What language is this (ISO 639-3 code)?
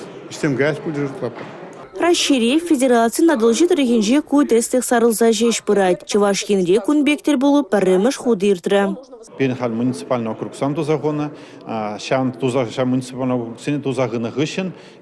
chv